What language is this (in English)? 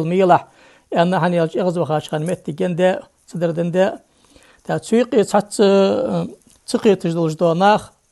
Ingush